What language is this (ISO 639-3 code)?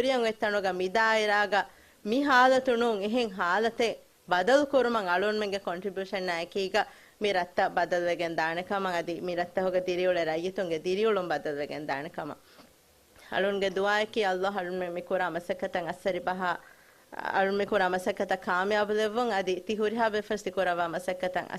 div